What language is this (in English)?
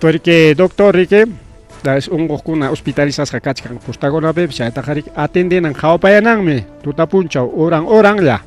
Ayacucho Quechua